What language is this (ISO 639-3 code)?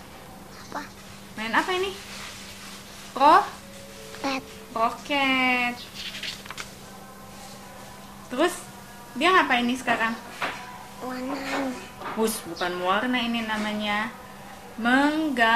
ind